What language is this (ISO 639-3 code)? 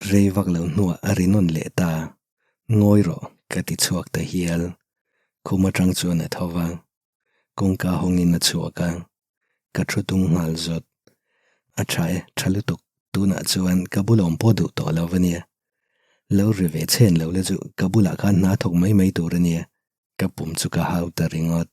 lus